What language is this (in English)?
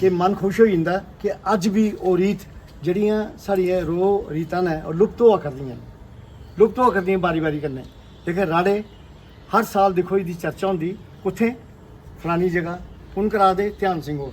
Dogri